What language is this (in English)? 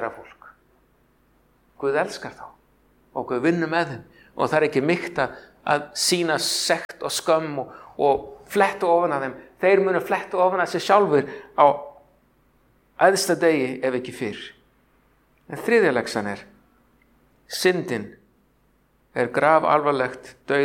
Icelandic